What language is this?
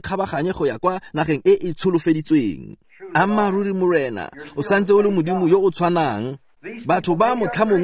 Tswana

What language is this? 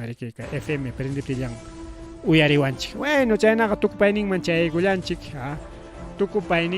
Ayacucho Quechua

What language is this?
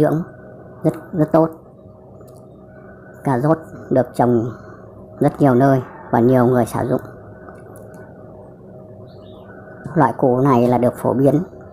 Vietnamese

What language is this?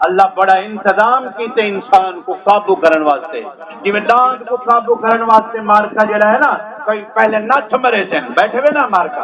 Saraiki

